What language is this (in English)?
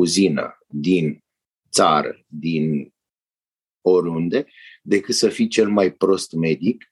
Romanian